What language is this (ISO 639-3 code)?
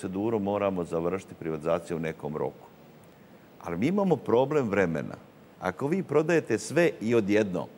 srp